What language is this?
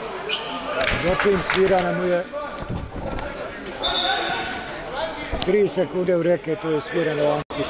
Croatian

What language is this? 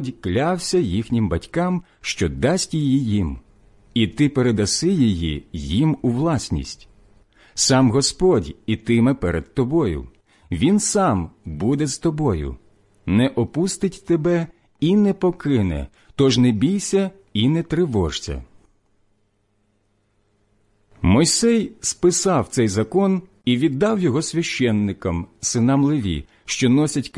Ukrainian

